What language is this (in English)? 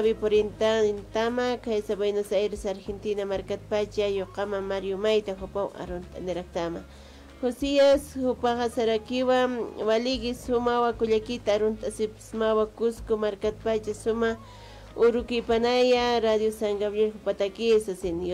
Aymara